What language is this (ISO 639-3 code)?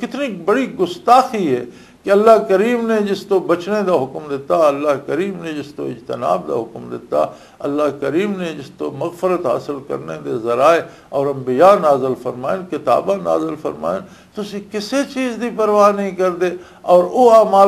lah